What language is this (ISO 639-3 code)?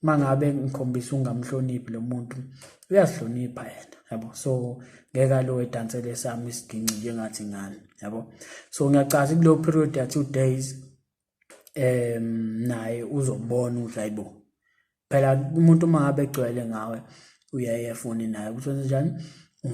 zul